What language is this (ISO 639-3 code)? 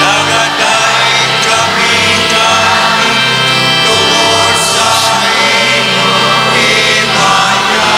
ceb